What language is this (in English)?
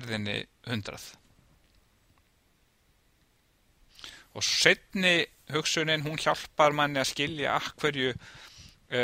Icelandic